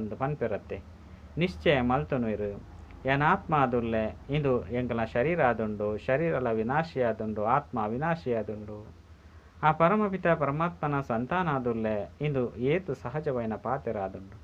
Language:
Tulu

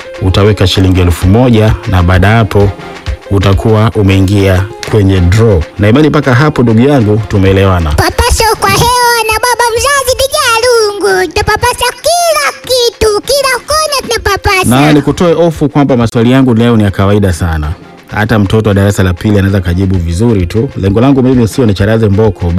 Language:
Swahili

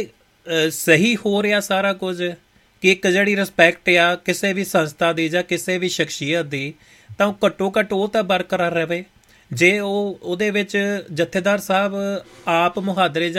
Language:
Punjabi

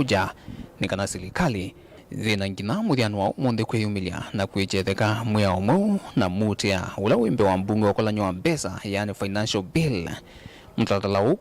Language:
Kamba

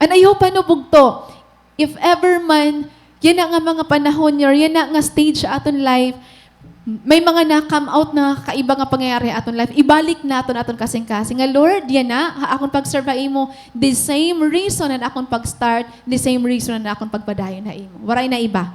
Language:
Waray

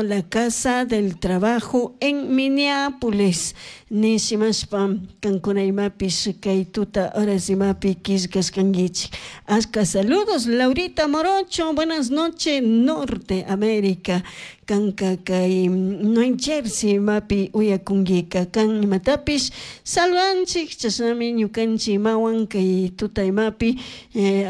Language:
Chimborazo Highland Quichua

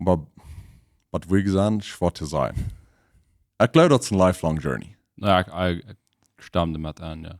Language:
Plautdietsch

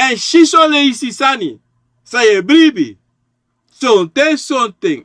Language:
Sranan Tongo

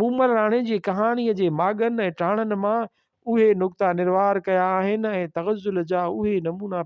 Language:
Sindhi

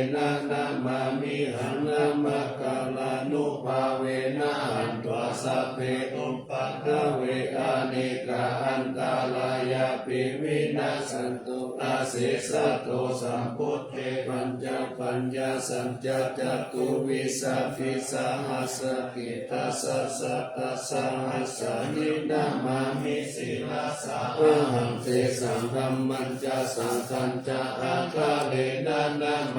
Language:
Pali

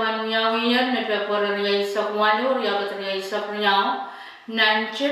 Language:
Pohnpeian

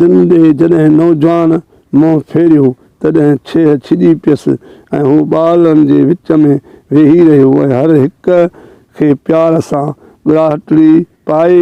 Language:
Sindhi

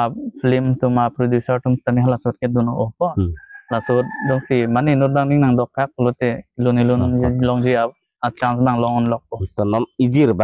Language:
Karbi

